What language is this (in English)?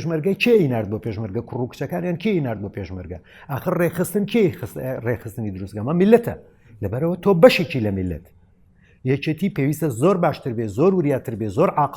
Central Kurdish